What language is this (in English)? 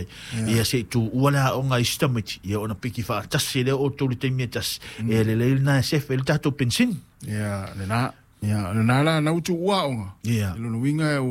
Samoan